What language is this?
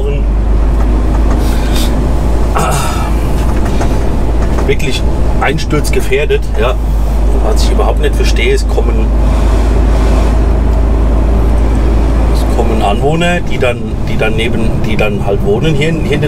German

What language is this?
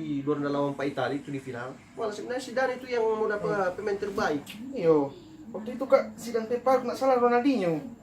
Manado Malay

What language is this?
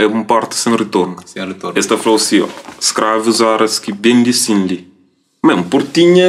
Kabuverdianu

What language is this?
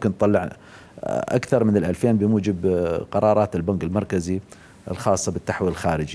Mesopotamian Arabic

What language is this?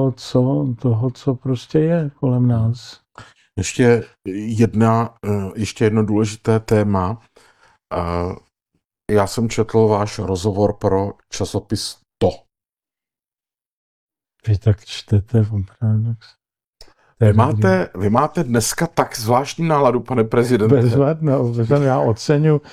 Czech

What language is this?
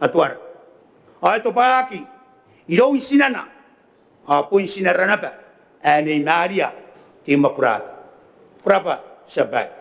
Gilbertese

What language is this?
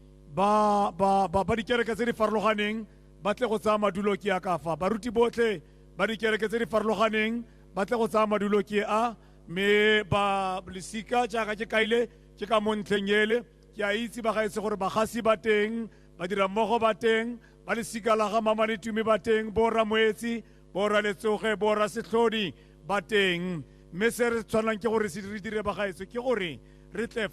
Tswana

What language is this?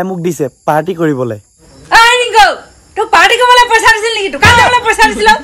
Assamese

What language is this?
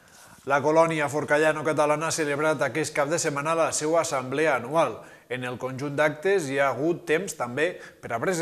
Catalan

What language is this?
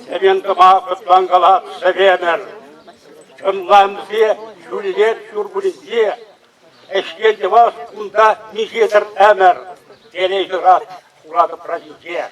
Chuvash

